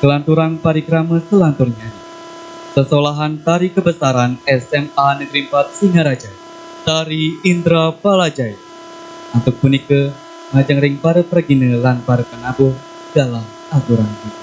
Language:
Balinese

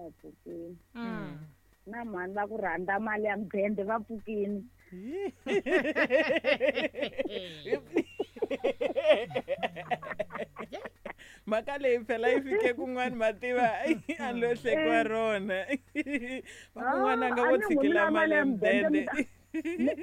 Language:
Tsonga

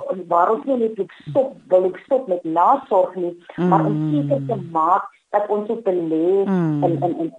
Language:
Afrikaans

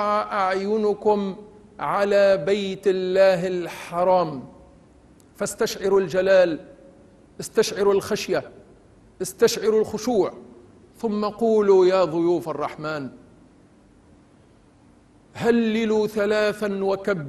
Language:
Arabic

